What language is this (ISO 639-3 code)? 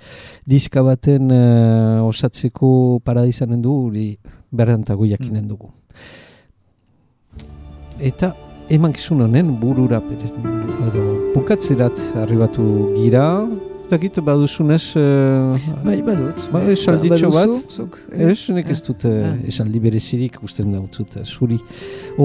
eus